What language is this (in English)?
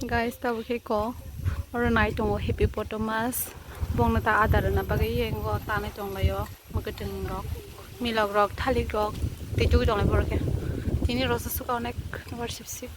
Kok Borok